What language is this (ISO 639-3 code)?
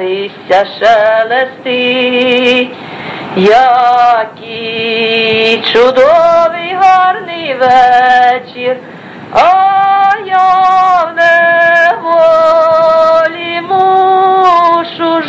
ukr